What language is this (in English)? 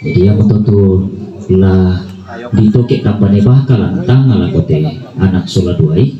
Toraja-Sa'dan